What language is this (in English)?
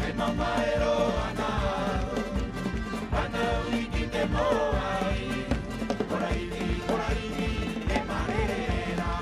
Rapanui